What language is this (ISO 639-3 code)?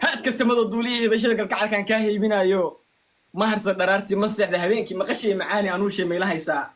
som